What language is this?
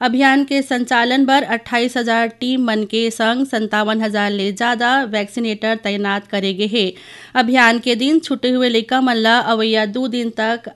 Chhattisgarhi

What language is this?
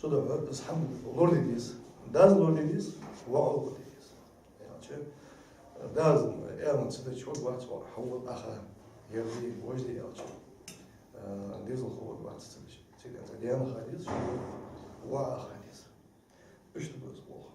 Ingush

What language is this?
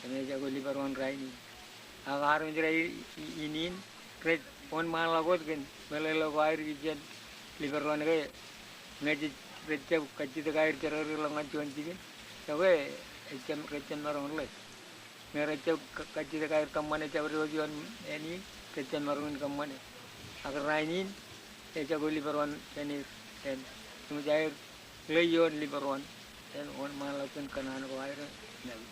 Marshallese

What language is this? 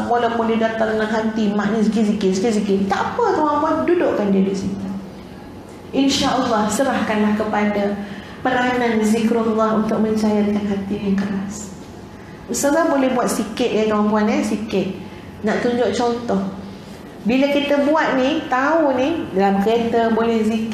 Malay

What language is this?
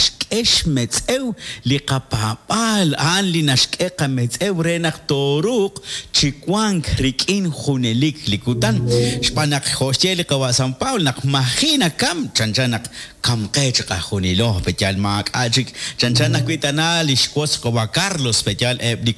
Kekchí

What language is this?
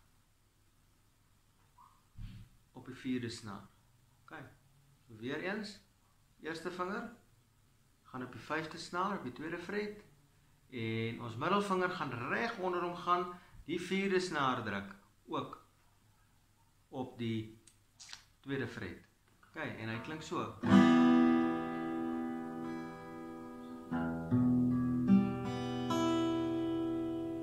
Afrikaans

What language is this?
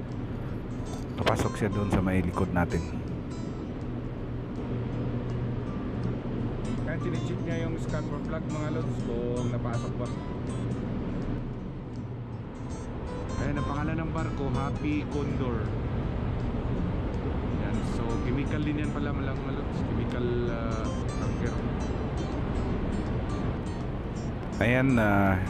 Filipino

